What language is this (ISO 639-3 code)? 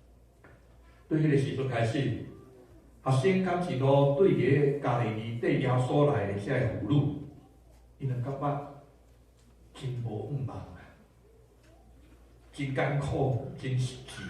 nan